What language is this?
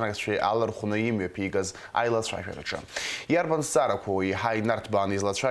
Abkhazian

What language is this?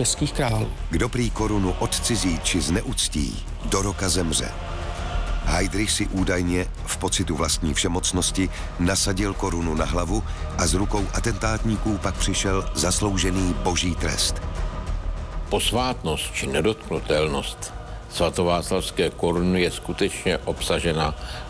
Czech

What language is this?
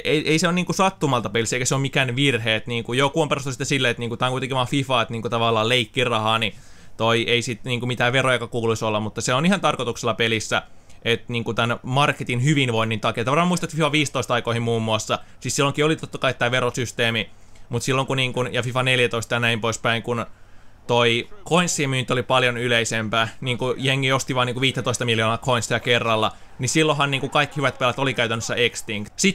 Finnish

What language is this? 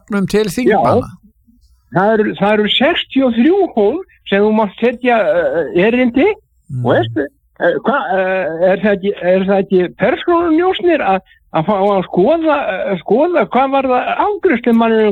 Icelandic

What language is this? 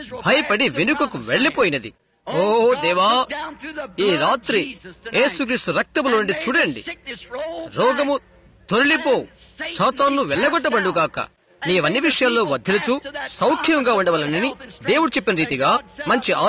Telugu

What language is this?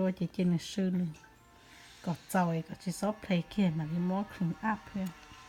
Hmong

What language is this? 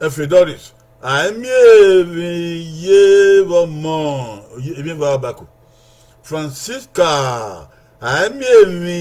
Bini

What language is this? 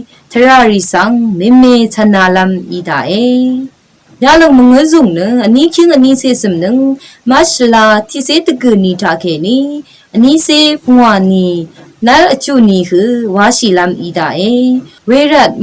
Rawang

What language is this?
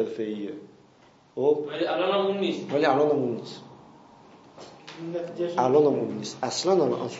Persian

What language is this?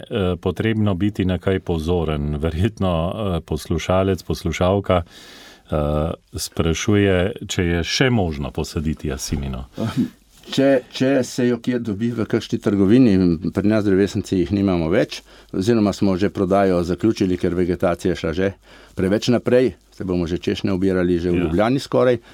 Slovenian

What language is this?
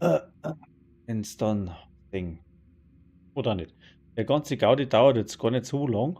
Bavarian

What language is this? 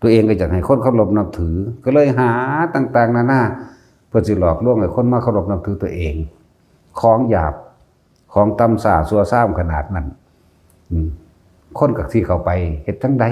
Lao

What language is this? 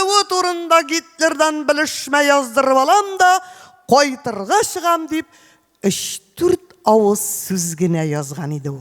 Tatar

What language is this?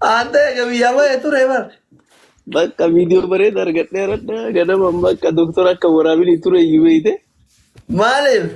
Oromo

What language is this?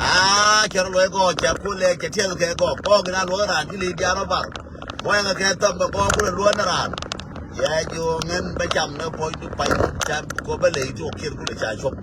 Nuer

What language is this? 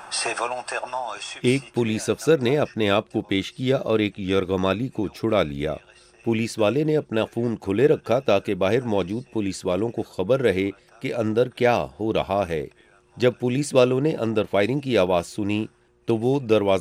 Urdu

